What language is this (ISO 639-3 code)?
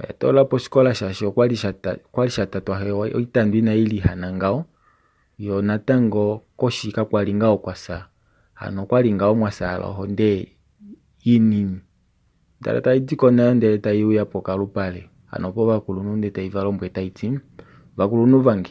kua